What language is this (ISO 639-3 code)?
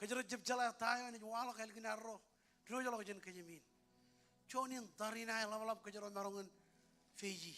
mah